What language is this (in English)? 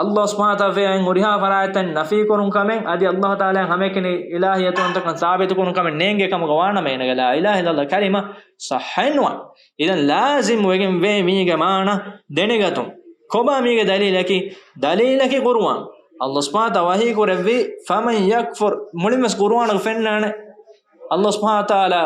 Divehi